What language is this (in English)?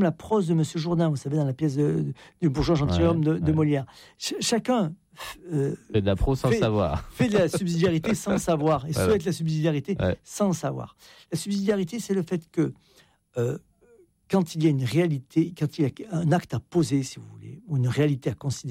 French